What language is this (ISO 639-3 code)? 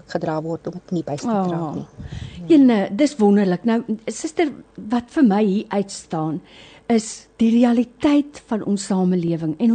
afr